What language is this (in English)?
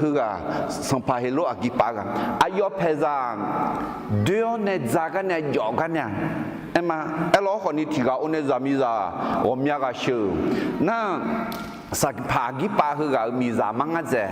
Akha